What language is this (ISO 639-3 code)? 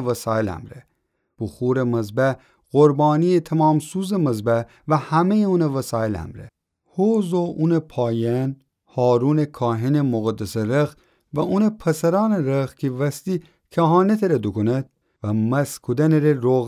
glk